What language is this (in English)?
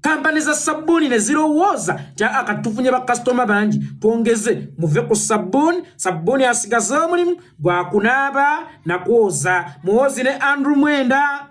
Ganda